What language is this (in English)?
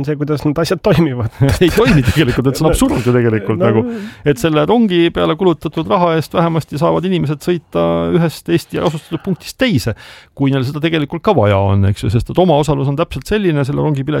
Estonian